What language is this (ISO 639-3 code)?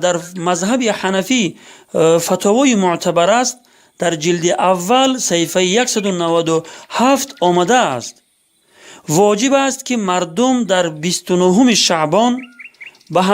tgk